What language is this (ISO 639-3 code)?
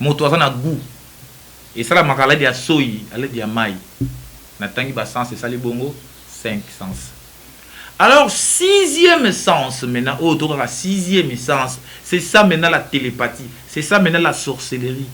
lin